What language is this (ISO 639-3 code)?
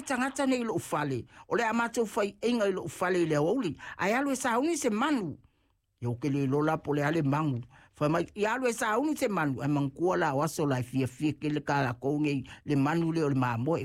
smo